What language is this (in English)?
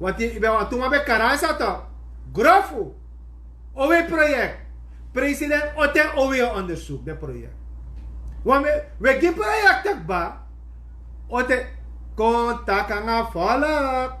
Sranan Tongo